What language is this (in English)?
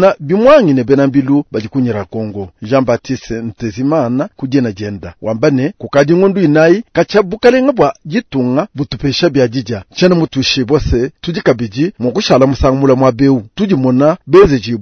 Luba-Lulua